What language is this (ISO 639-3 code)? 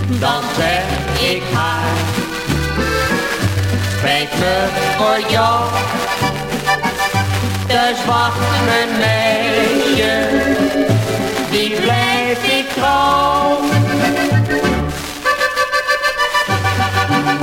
nld